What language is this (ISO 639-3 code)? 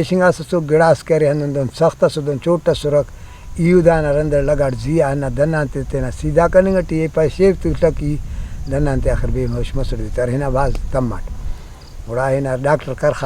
brh